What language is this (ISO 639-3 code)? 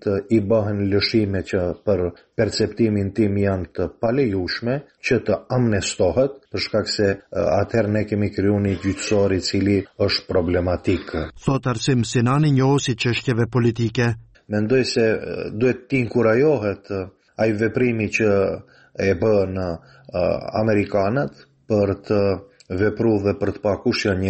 sqi